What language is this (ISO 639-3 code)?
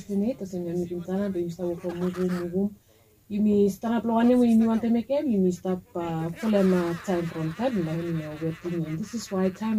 bis